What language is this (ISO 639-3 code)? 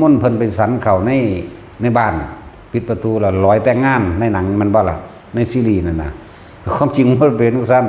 tts